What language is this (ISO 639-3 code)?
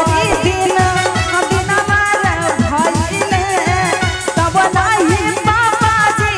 bho